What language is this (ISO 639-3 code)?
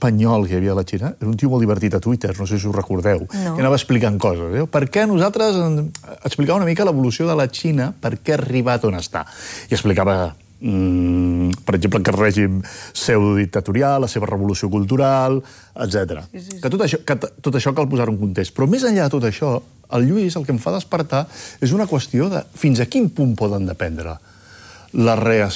cat